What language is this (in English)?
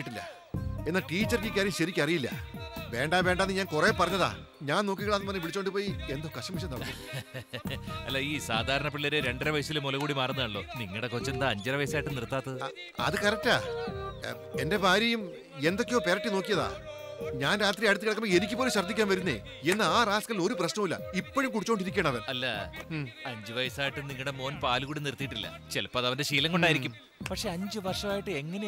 Malayalam